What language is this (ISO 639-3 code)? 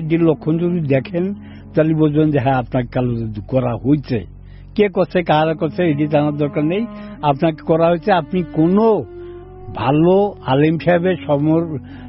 ben